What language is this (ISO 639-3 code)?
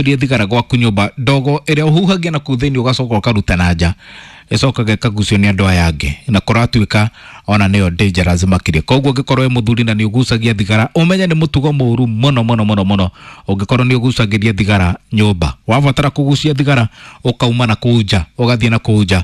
kik